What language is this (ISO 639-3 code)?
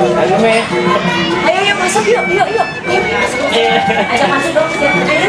bew